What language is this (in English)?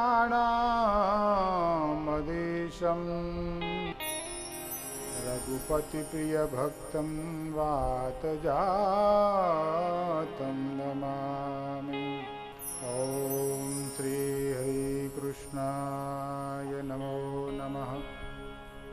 Gujarati